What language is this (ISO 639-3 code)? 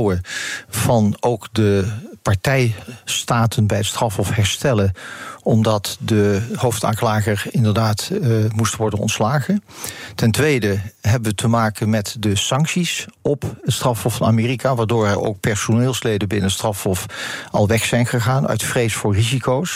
nld